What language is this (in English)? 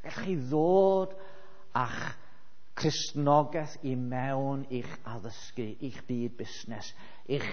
Welsh